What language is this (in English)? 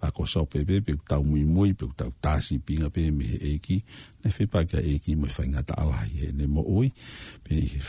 Tongan